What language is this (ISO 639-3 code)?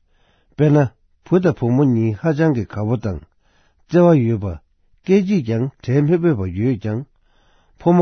bod